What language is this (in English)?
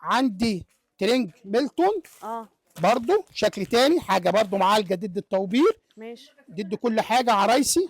Egyptian Arabic